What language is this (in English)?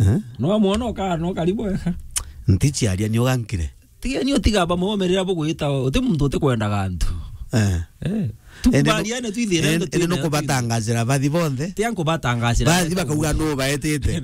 Meru